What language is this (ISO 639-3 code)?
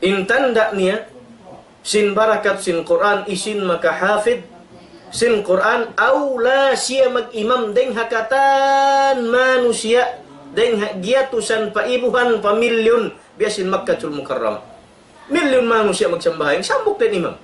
tsg